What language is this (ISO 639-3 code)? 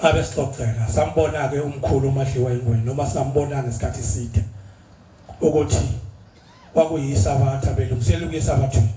zul